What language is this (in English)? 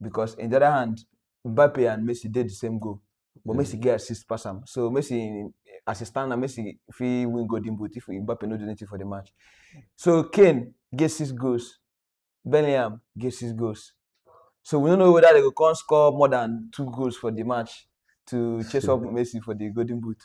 Nigerian Pidgin